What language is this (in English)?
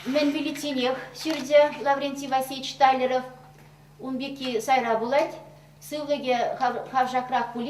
Chuvash